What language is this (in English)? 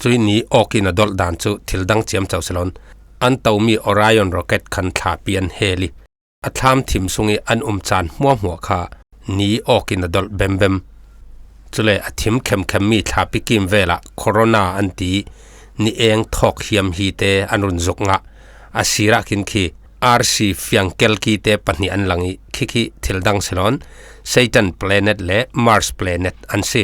Falam Chin